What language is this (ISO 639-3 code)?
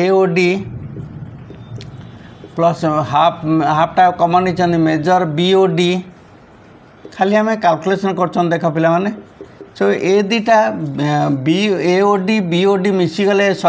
ori